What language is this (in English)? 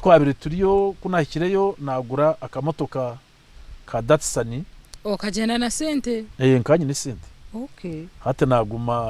Nyankole